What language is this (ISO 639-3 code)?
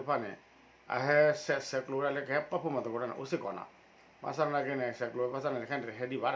ksw